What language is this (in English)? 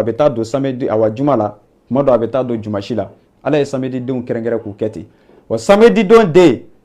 Bambara